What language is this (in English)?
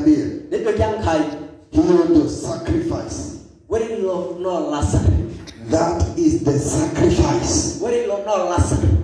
Swahili